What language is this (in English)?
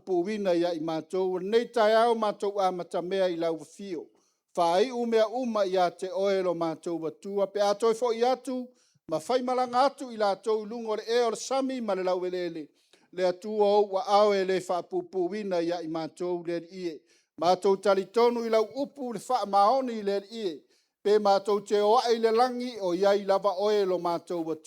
Samoan